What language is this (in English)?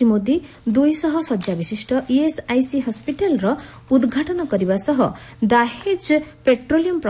Odia